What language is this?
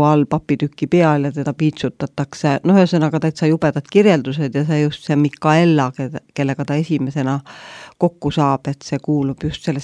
Estonian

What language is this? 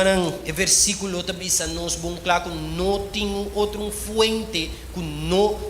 Papiamento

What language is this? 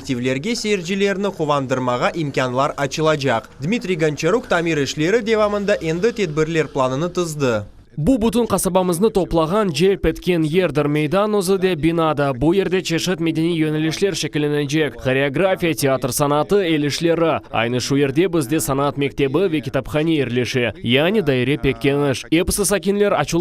Crimean Tatar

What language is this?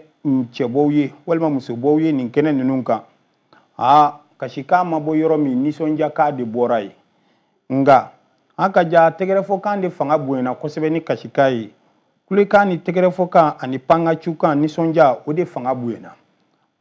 Bambara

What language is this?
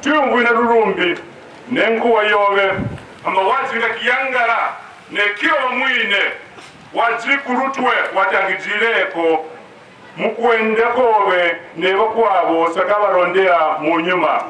Kaonde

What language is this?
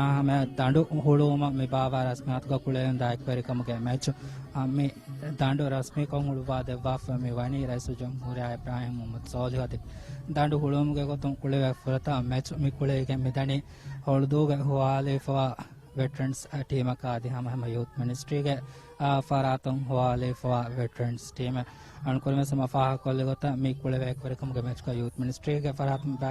Divehi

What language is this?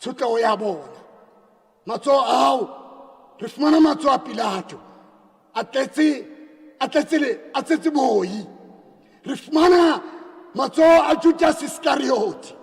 Southern Sotho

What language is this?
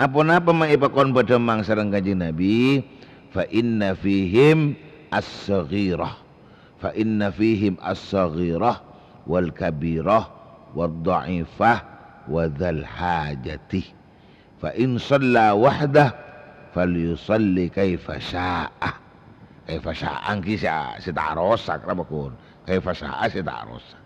Madurese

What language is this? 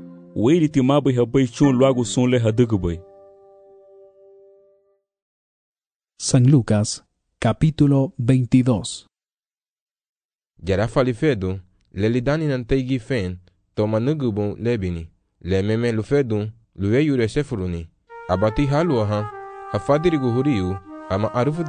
Garifuna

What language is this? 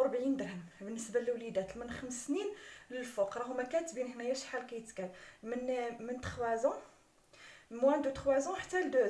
Moroccan Arabic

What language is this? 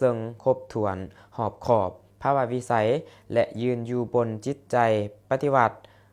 Lao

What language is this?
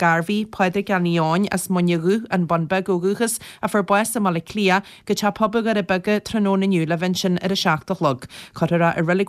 Irish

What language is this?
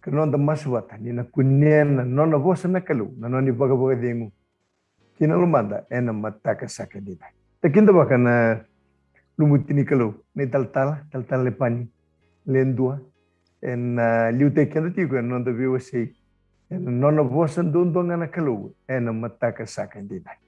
Fijian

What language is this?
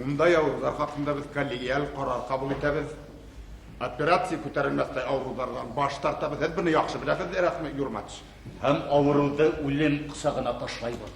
Bashkir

